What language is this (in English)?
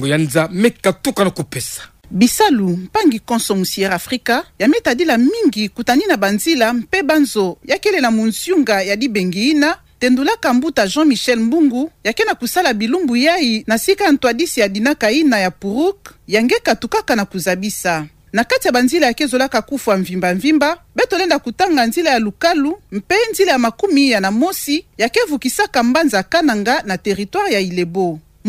Kituba (Democratic Republic of Congo)